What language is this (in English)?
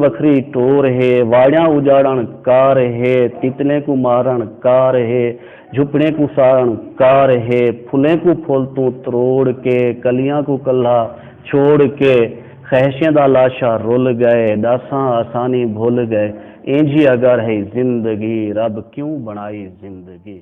Saraiki